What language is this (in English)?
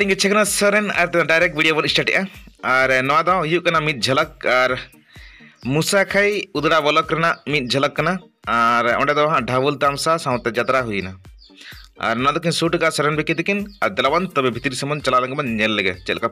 Santali